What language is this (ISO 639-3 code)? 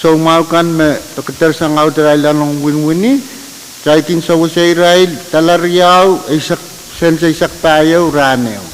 pon